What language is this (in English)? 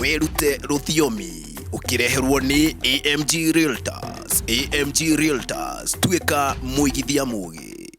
Kikuyu